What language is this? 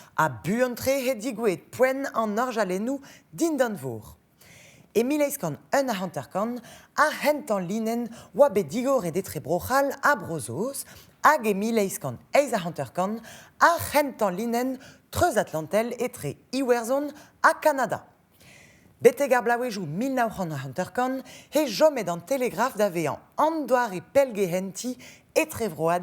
Breton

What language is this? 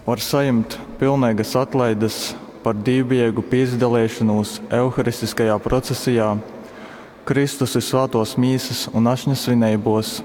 Latgalian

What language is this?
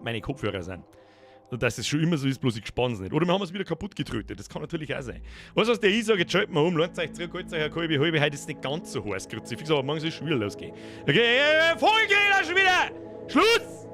Bavarian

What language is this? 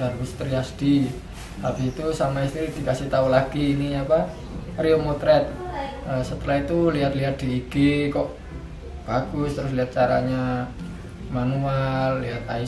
Indonesian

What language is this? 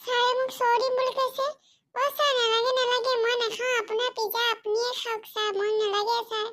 Assamese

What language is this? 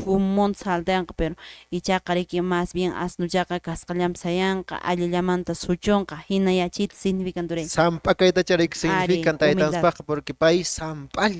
Quechua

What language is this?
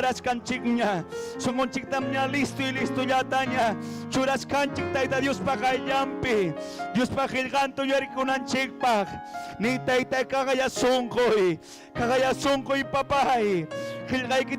Ayacucho Quechua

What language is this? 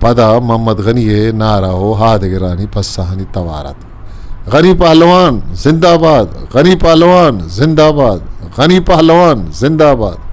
Eastern Balochi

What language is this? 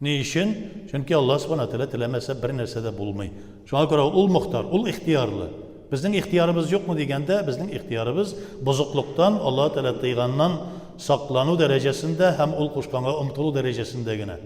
Tatar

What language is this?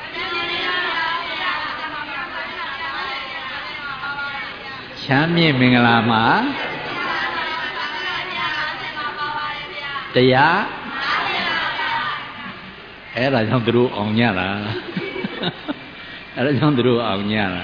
Burmese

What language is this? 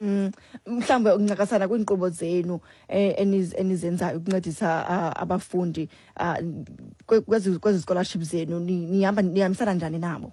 Xhosa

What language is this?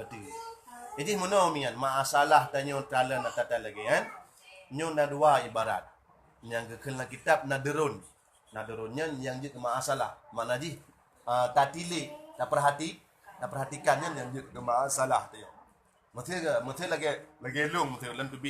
Achinese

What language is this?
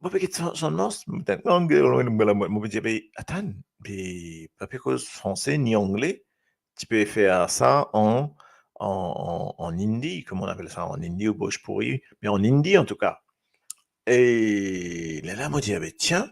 Morisyen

